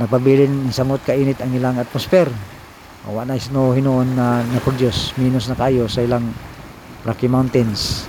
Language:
Cebuano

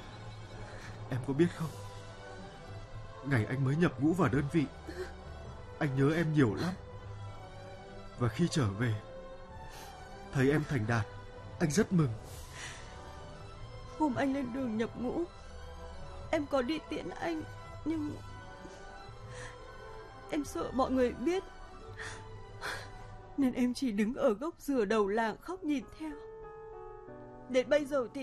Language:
Vietnamese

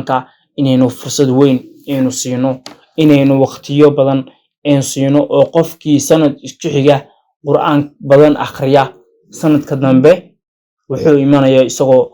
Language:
Somali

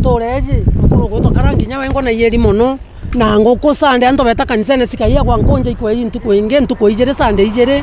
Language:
Meru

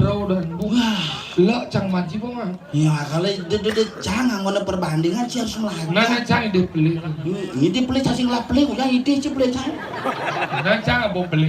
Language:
Balinese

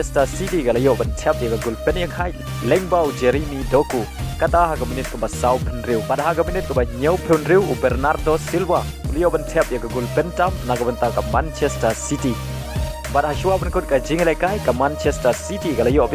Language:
Khasi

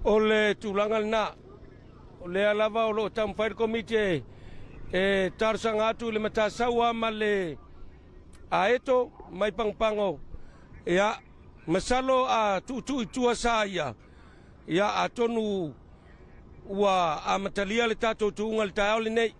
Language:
Samoan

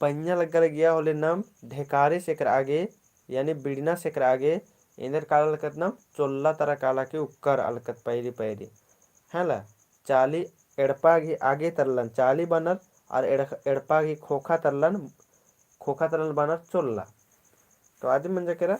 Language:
Kurukh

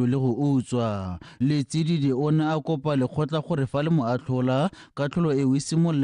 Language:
Tswana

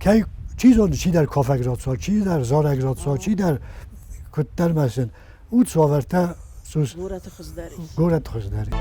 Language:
Ossetic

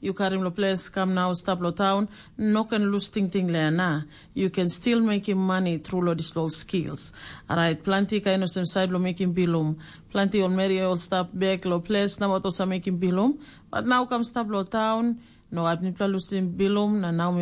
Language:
Tok Pisin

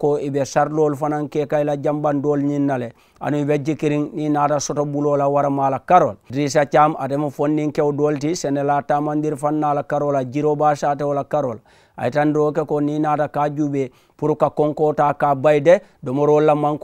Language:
Mandingo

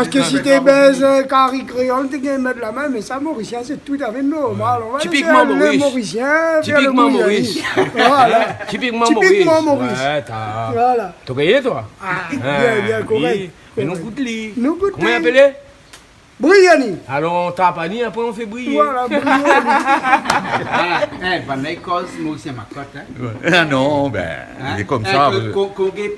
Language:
Réunion Creole French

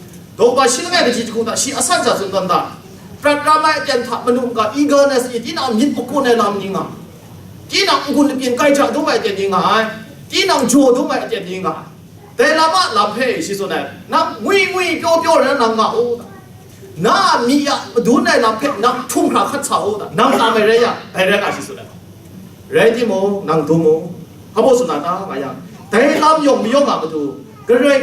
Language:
Kachin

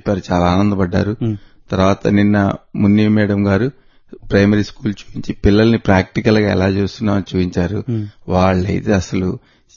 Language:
Telugu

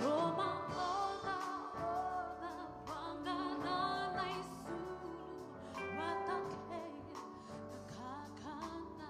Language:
Fijian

